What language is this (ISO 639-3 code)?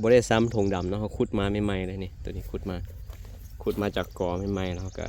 lao